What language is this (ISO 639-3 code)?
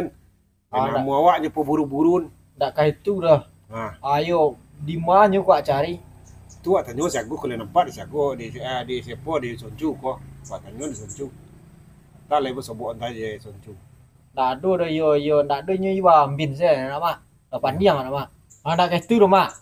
min